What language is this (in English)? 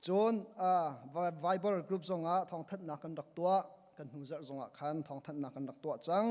Hakha Chin